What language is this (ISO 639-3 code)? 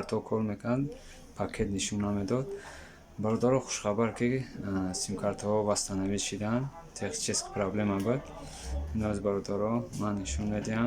tgk